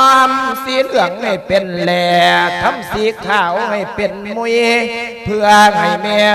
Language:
Lao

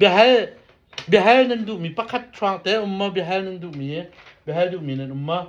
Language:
Hakha Chin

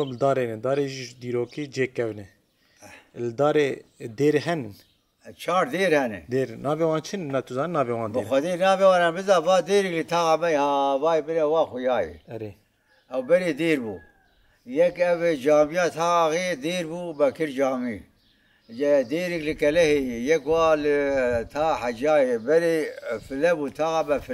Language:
Kurdish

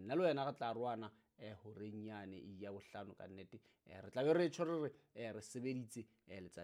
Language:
Southern Sotho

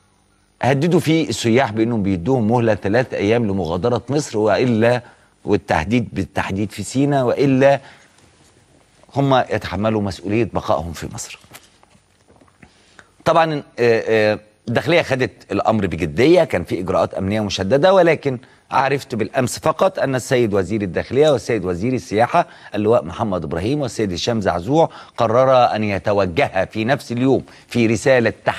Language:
Egyptian Arabic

